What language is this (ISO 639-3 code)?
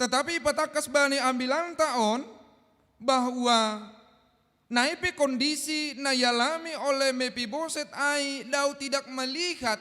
bts